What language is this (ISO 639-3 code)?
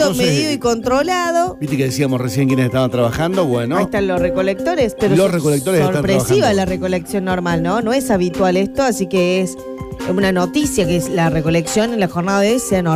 spa